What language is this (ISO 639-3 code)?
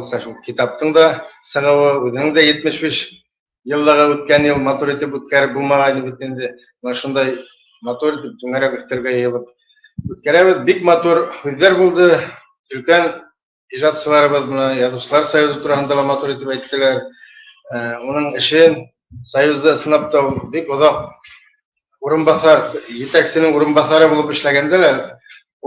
bak